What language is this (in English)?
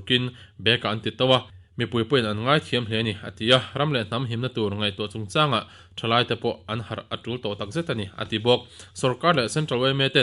Mizo